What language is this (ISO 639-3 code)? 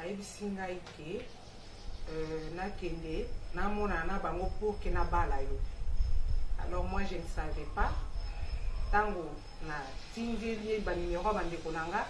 lin